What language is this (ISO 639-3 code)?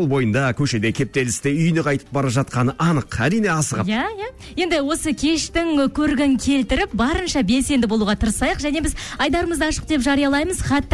kaz